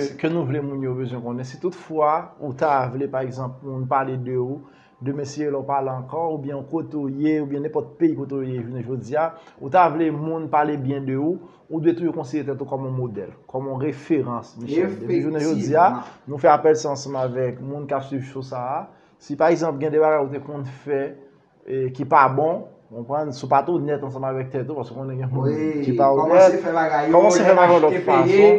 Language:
Haitian Creole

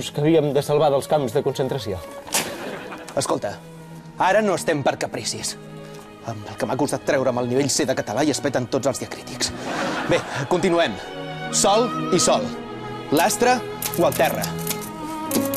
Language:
Catalan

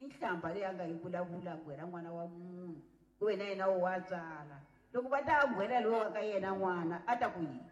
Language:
Tsonga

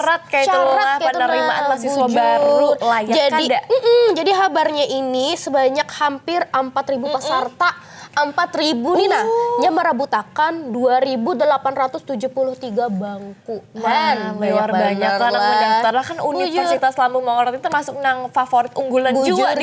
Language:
Banjar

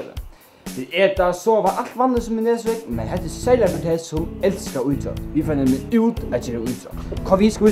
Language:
Faroese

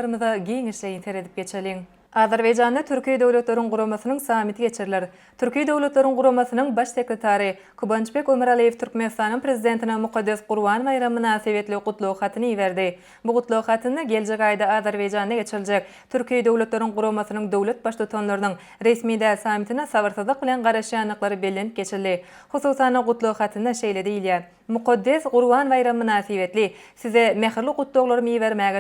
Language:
Turkmen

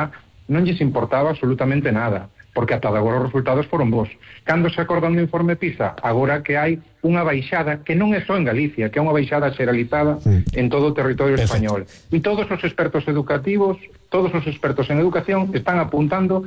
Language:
Galician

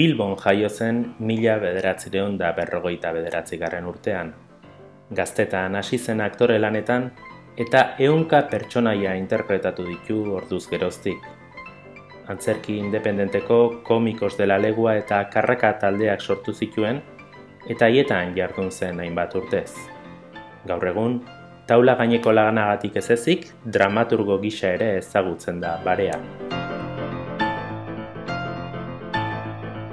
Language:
Basque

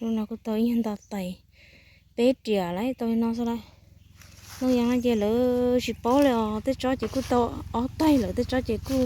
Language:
Hmong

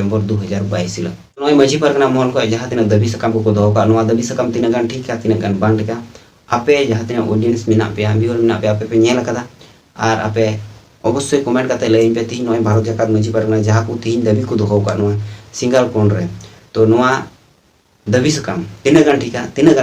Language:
Santali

